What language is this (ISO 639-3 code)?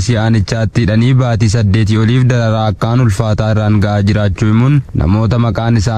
orm